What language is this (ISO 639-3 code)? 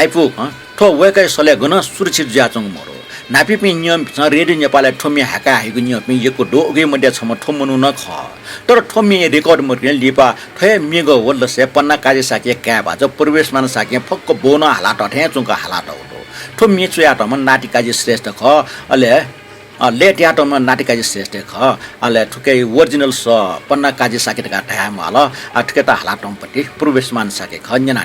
new